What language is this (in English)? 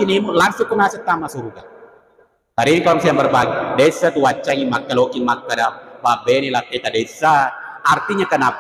Buginese